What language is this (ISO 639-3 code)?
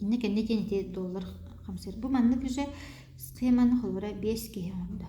sah